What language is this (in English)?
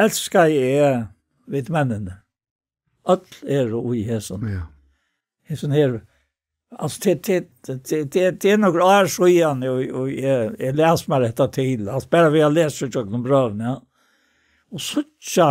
Faroese